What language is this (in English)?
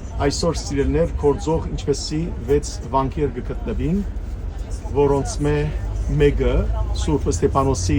Western Armenian